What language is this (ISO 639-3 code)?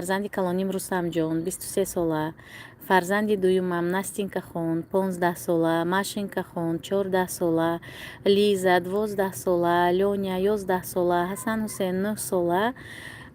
tgk